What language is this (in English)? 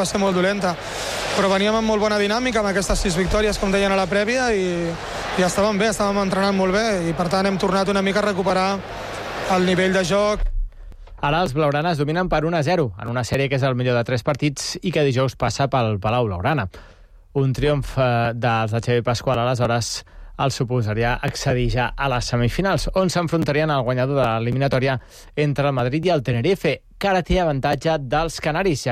Catalan